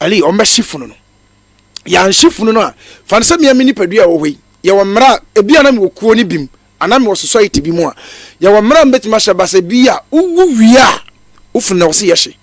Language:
Akan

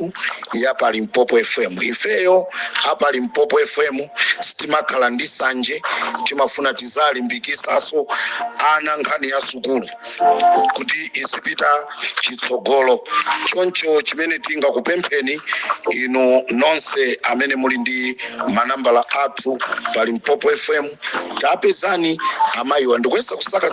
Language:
Nyanja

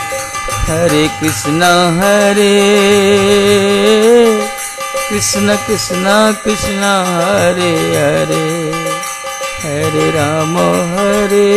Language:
Odia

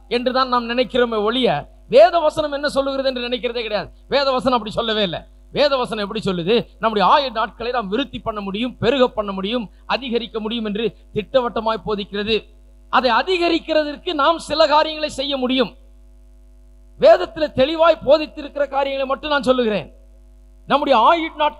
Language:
Tamil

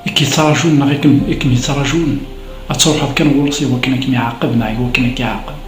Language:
Kabyle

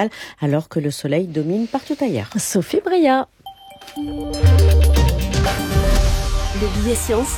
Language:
French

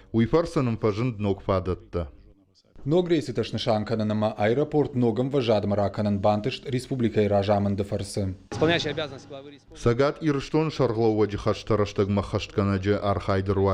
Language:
Ossetic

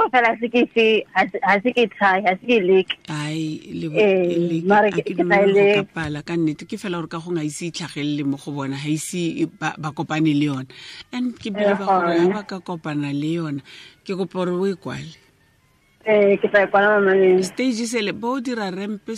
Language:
Tswana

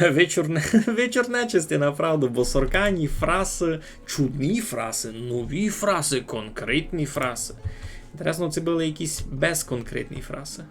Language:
Rusyn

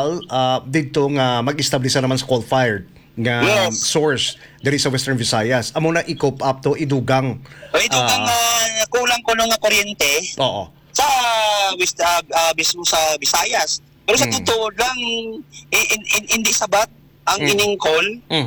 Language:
Hiligaynon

